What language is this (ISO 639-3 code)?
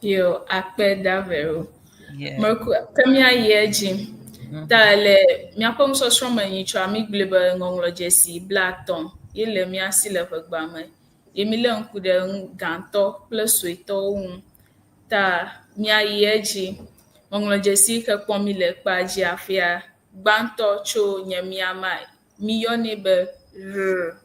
ewe